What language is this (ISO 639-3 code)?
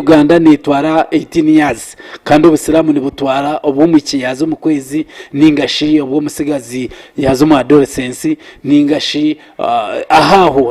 nyn